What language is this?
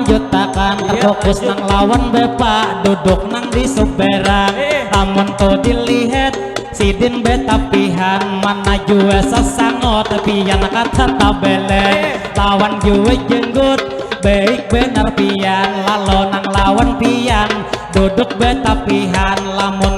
Banjar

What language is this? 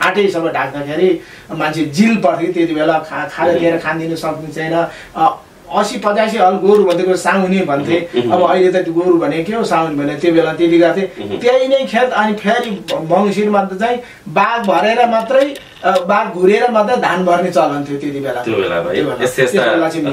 Nepali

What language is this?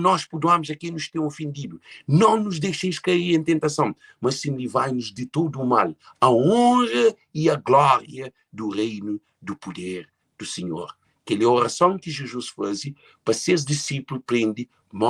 Kabuverdianu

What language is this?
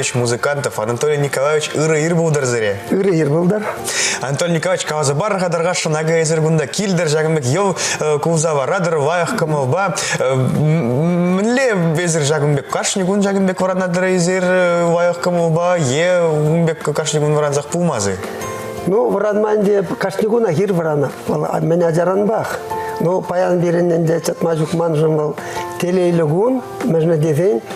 Chuvash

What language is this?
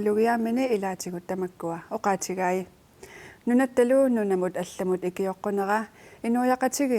Kalaallisut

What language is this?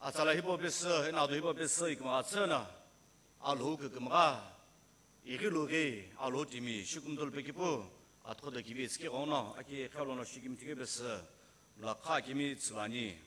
Sumi Naga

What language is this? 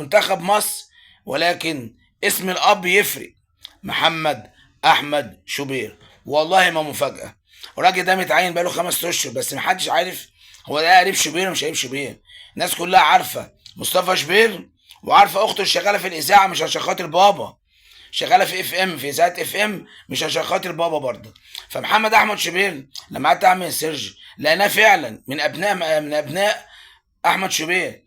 Egyptian Arabic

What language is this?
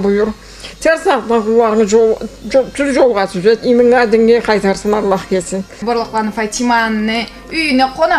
Karachay-Balkar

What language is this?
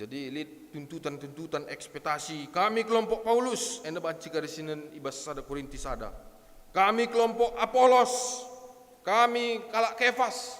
Batak Karo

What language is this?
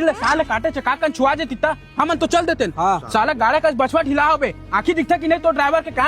Chhattisgarhi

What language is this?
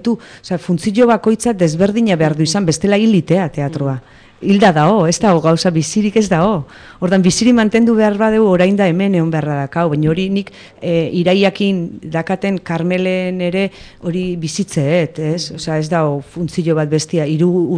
Basque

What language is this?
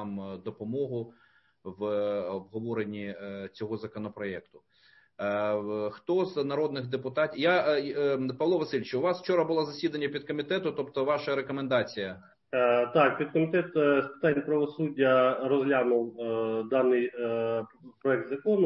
Ukrainian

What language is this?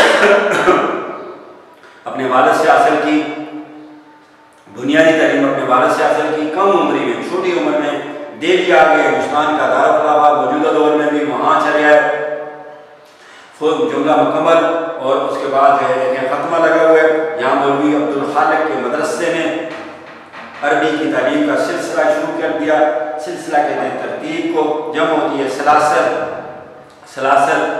Urdu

